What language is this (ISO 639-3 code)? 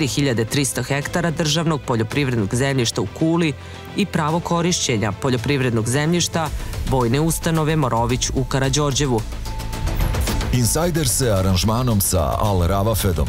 srp